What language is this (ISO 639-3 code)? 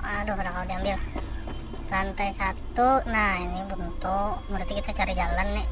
bjn